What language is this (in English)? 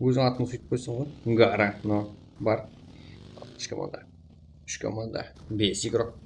Kara-Kalpak